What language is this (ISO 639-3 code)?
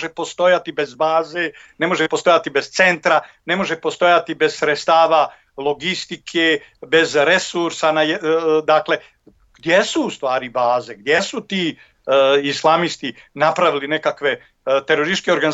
bos